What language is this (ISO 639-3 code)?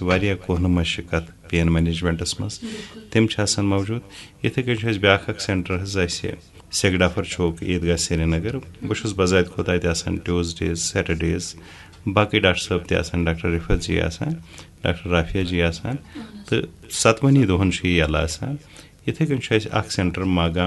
kas